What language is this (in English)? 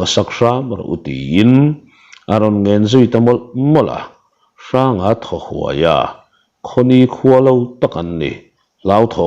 Mizo